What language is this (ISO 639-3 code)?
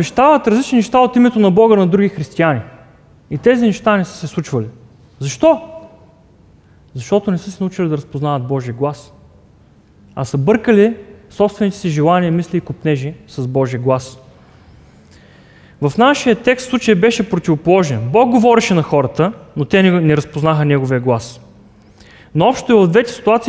bul